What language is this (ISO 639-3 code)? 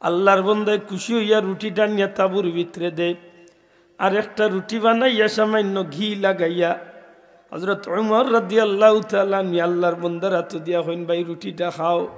syl